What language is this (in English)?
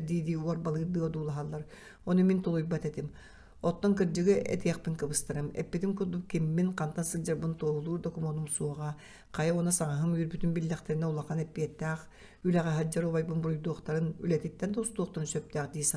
Yakut